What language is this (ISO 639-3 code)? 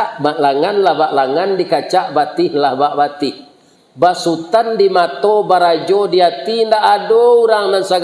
min